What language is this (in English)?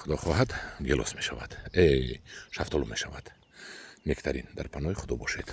Tajik